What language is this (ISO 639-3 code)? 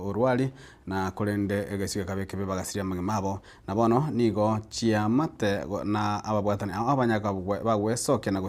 guz